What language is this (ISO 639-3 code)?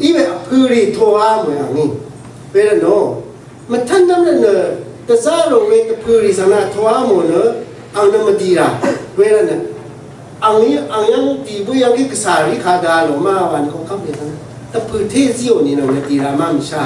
raw